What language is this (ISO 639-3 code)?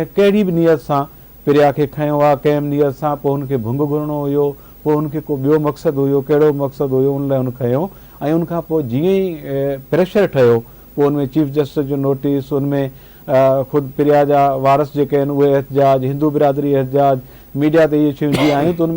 snd